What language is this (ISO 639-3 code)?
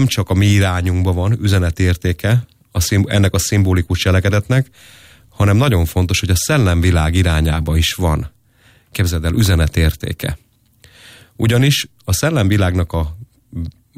hun